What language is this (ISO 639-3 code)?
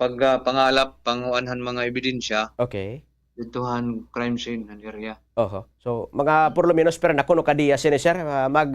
war